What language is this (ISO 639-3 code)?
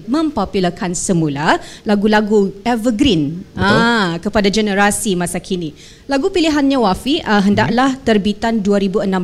msa